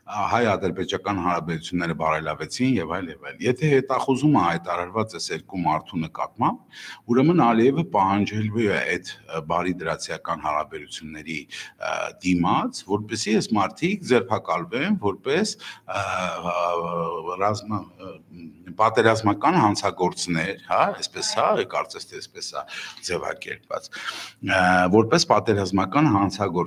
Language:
Armenian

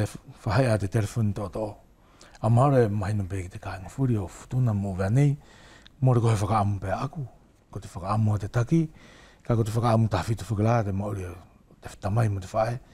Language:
Wallisian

